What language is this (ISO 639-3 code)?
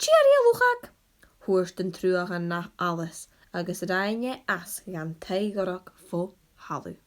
gla